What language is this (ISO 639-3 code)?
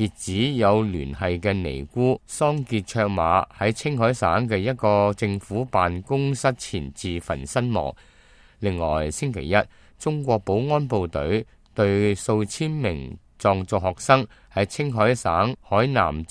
yue